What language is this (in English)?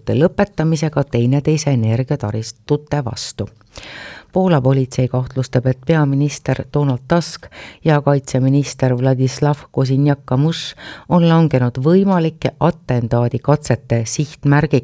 Estonian